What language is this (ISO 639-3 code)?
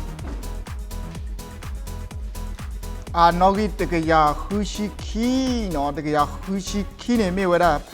ksw